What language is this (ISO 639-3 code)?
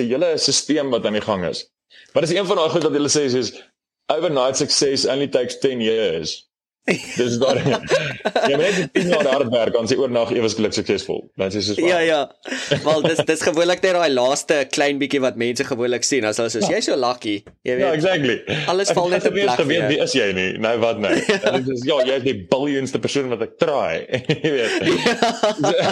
afr